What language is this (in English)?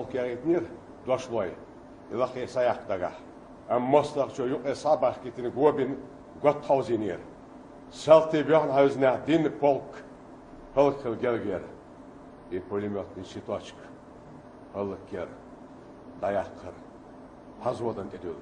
Chechen